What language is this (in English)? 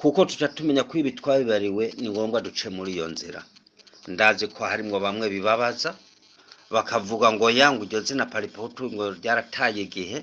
Rundi